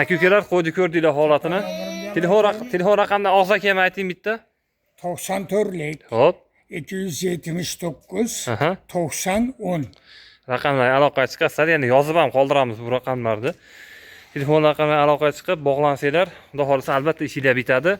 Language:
Uzbek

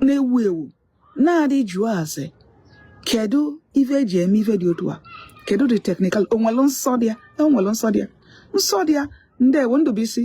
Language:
Igbo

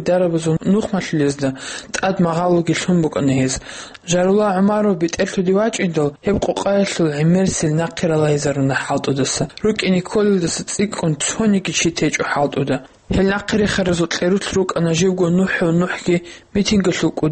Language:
Avaric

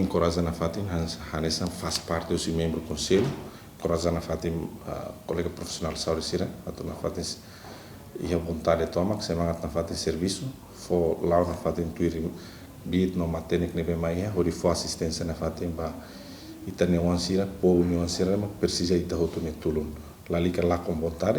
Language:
Tetum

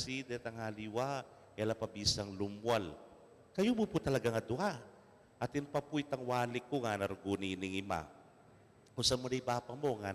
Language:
Pampanga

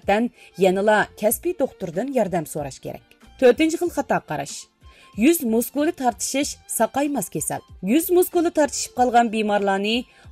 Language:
Uyghur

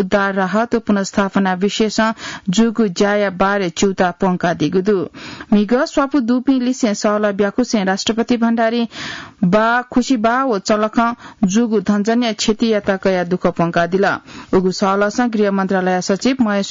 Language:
Newari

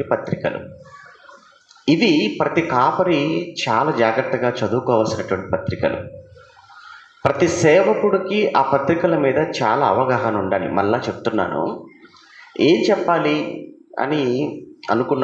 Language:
Telugu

